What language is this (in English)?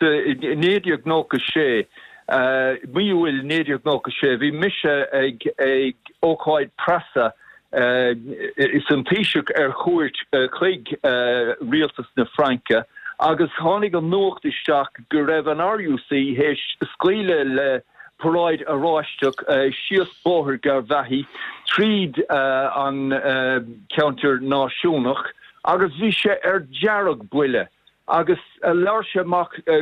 Irish